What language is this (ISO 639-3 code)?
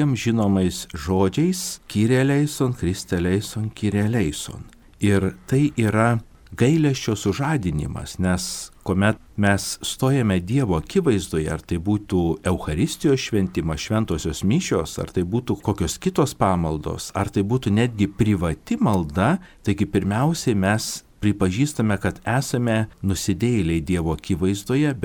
lit